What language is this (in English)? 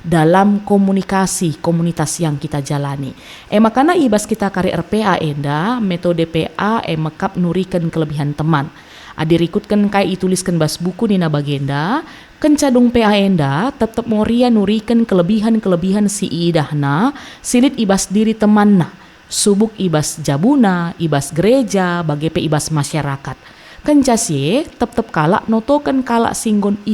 Batak Karo